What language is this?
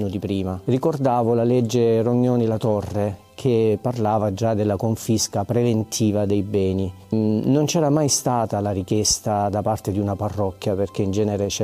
Italian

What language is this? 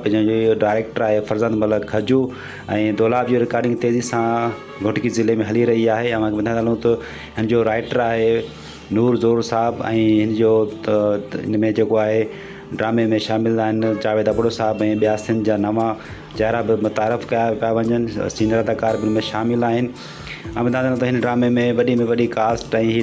Sindhi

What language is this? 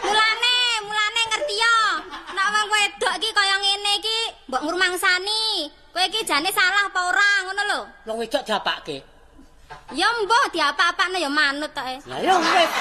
Javanese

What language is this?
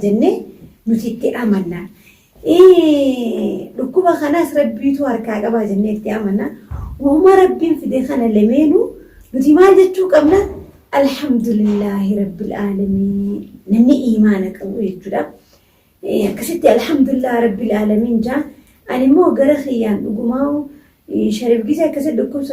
Oromo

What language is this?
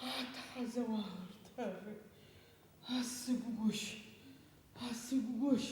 Adyghe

